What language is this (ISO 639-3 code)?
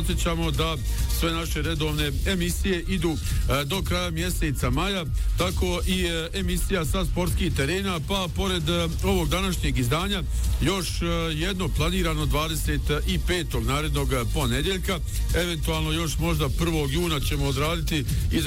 bos